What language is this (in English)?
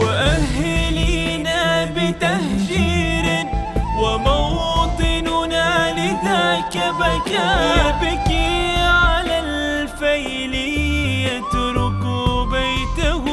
Mesopotamian Arabic